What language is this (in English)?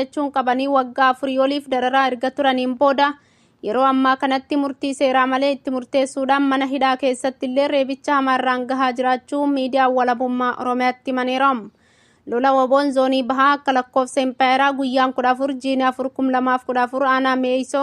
Oromo